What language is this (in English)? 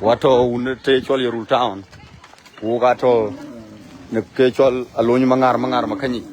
Dinka